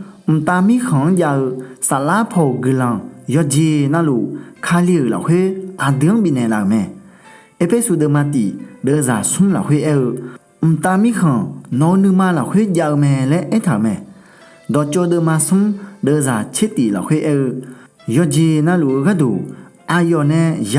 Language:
Akha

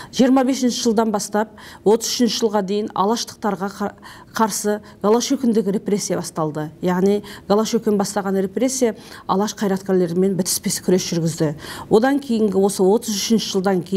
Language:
Kazakh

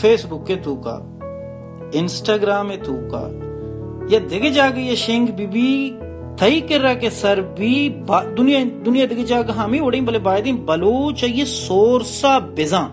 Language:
Baluchi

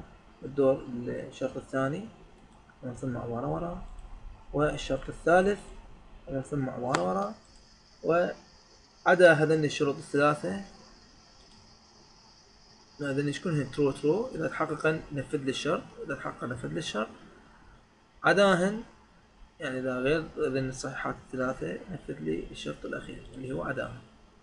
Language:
Mesopotamian Arabic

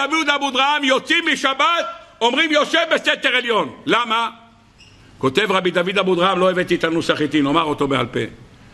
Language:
Hebrew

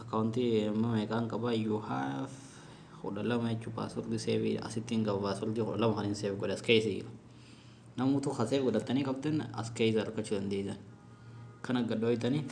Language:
Oromo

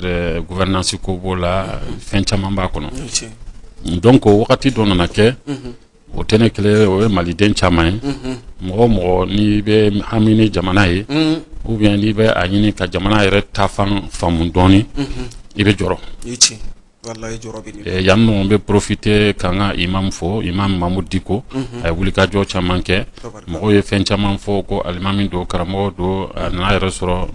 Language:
Bambara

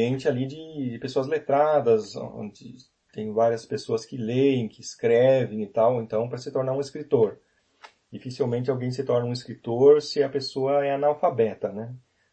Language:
Portuguese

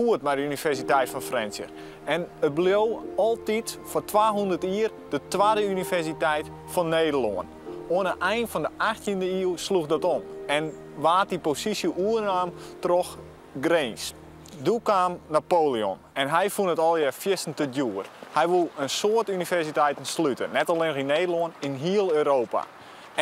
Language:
Western Frisian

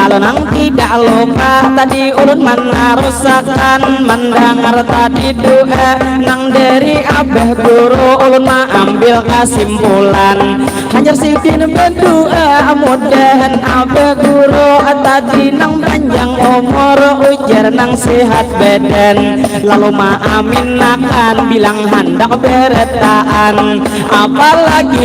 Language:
Banjar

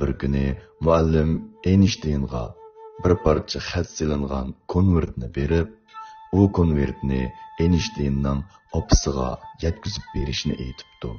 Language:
Uyghur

